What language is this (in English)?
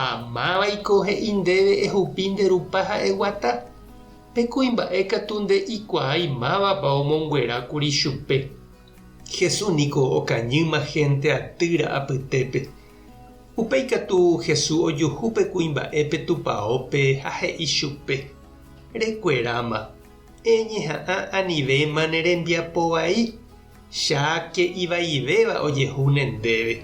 Guarani